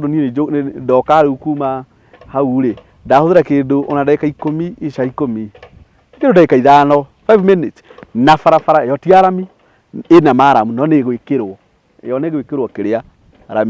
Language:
Kikuyu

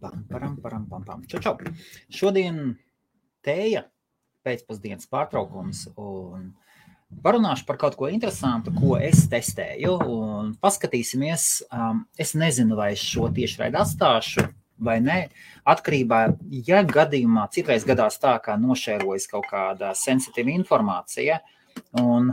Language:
Latvian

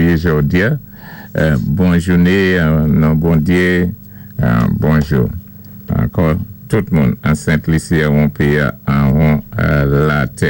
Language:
Saint Lucian Creole French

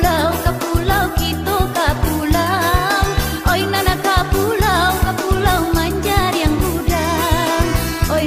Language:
Minangkabau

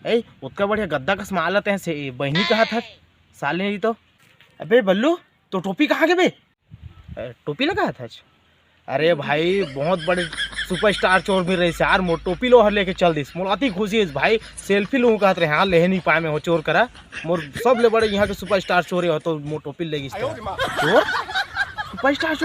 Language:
Chhattisgarhi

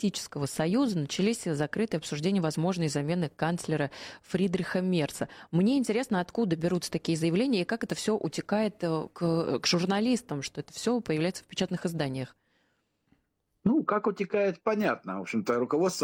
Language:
Russian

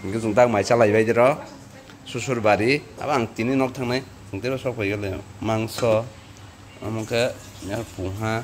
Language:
Kok Borok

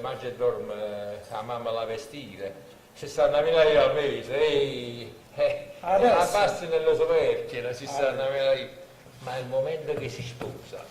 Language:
Neapolitan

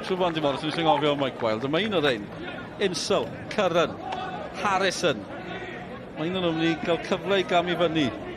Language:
Welsh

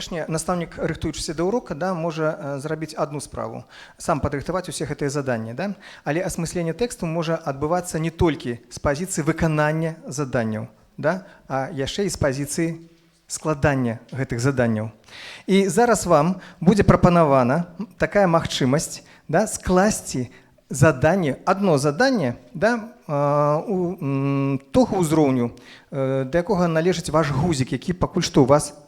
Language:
Belarusian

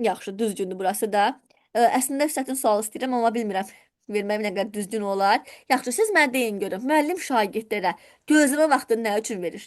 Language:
Azerbaijani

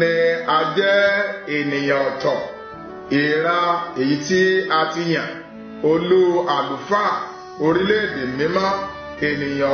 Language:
Yoruba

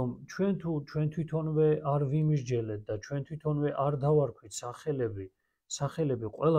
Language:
Georgian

